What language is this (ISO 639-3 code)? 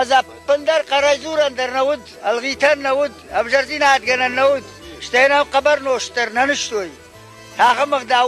oss